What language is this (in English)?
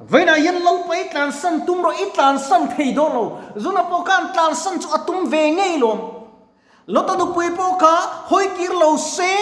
Mizo